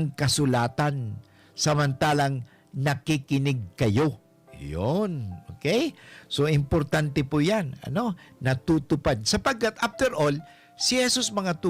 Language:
Bikol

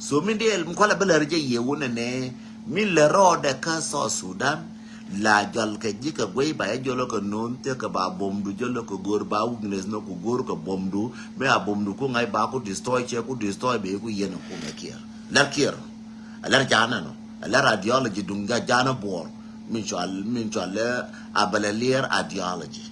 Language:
Nuer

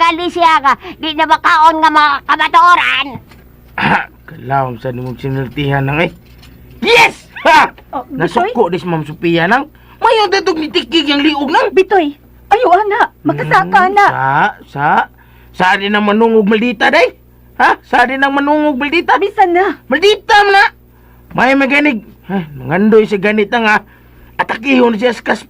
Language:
Cebuano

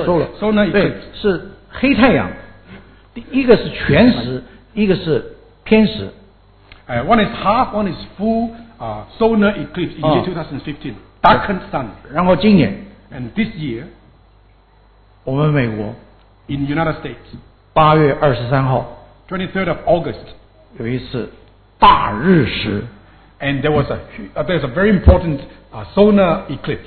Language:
Chinese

